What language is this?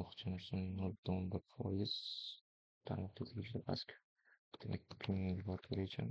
Uzbek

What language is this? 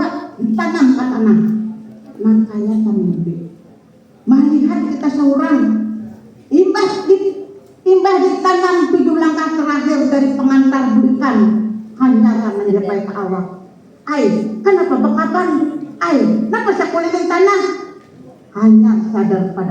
Banjar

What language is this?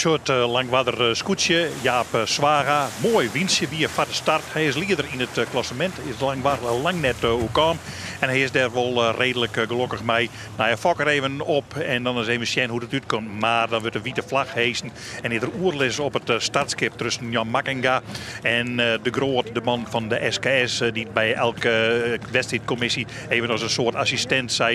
Western Frisian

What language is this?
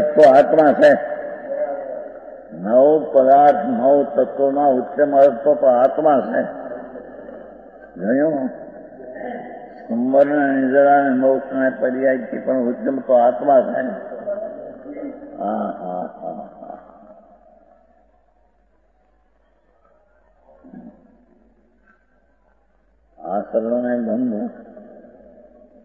Gujarati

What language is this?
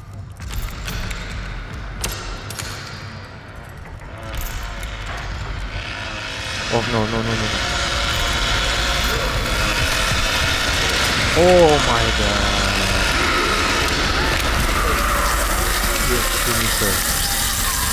Indonesian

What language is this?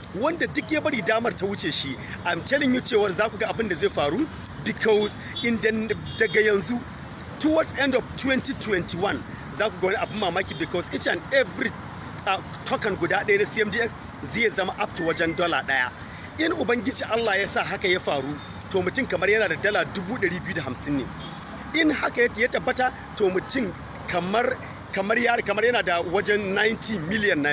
Hausa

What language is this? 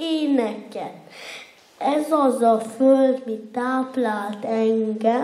Hungarian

